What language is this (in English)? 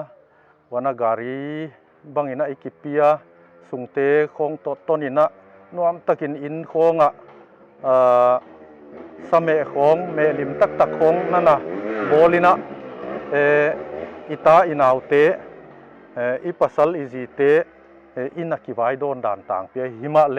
Paite Chin